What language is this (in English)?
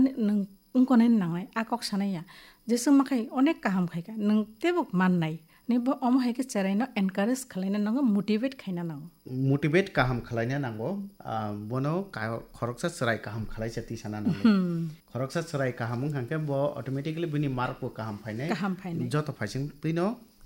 Kok Borok